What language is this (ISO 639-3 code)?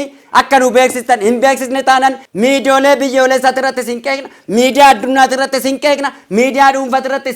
orm